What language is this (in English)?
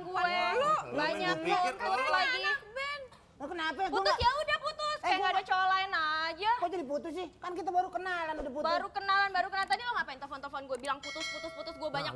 Betawi